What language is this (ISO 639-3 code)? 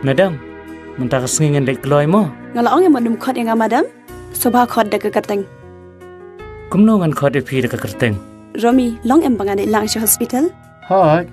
kha